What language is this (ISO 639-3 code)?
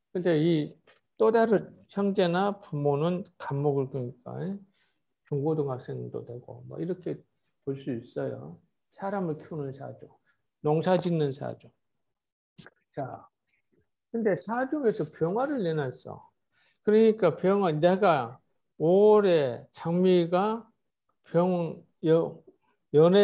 kor